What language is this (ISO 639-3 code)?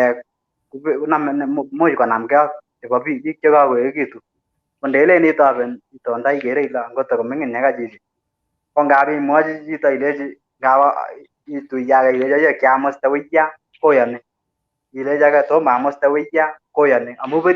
kln